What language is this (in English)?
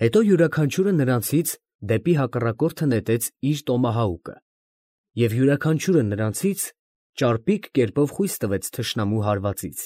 Armenian